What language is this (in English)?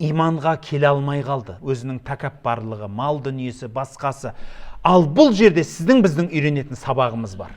Kazakh